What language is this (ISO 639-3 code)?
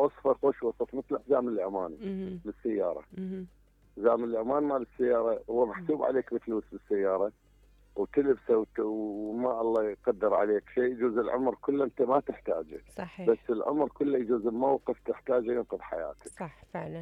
acm